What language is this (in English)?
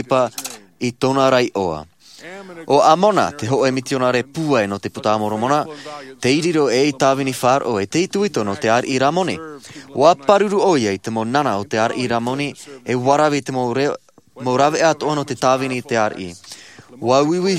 Tahitian